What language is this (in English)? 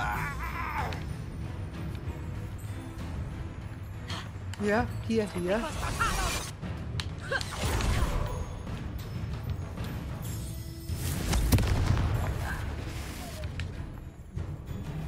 German